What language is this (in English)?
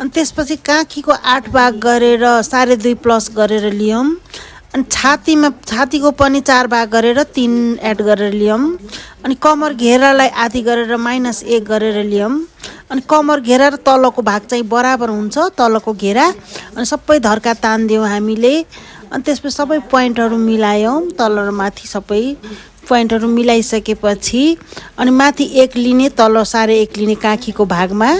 Nepali